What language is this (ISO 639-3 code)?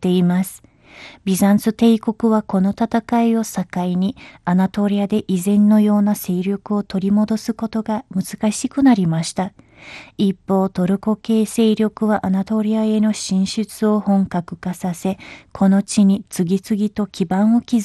jpn